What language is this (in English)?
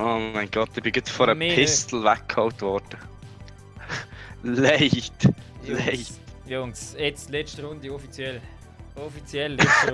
Swiss German